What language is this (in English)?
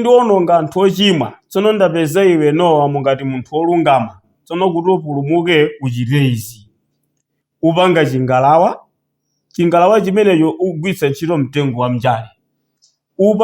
Nyanja